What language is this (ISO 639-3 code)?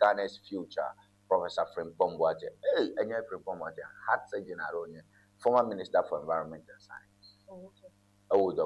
ewe